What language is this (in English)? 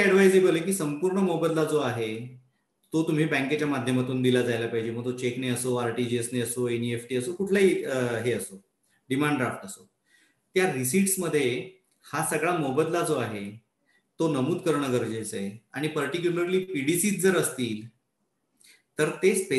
Marathi